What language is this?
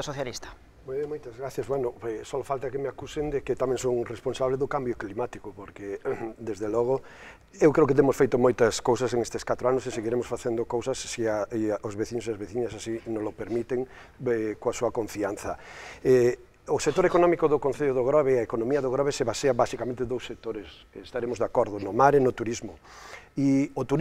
Galician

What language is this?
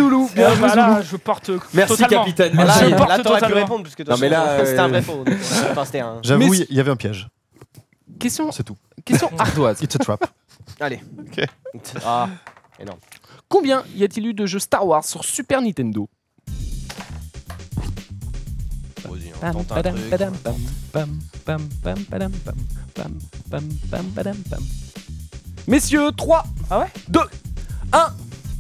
French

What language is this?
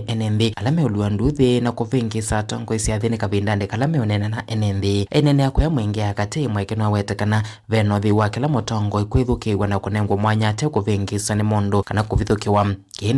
Kamba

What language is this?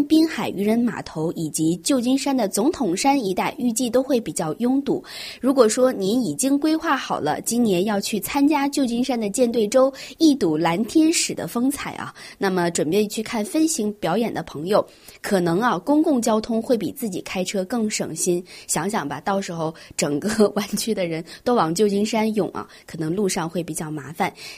Chinese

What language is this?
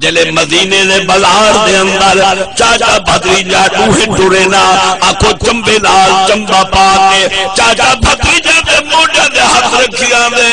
Saraiki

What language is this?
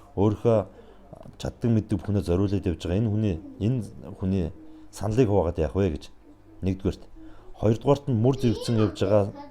Mongolian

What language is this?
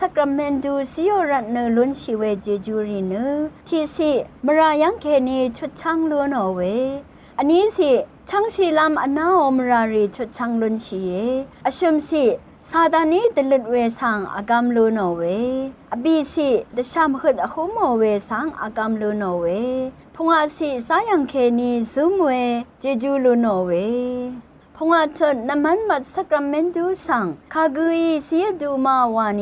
Rawang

